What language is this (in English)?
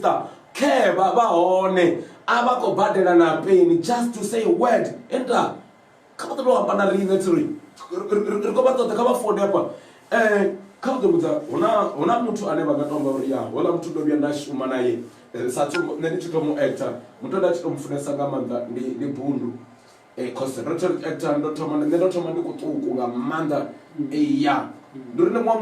Venda